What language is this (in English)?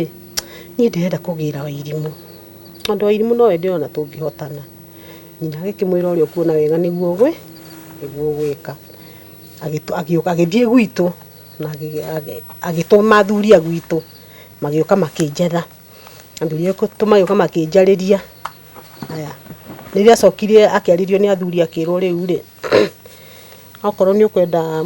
Kikuyu